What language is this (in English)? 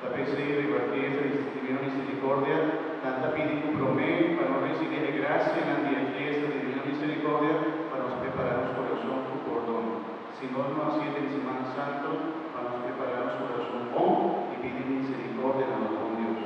Papiamento